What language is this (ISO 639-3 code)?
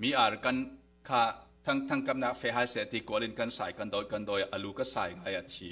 cfm